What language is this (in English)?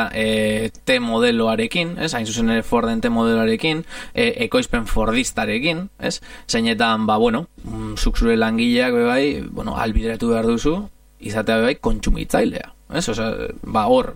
Basque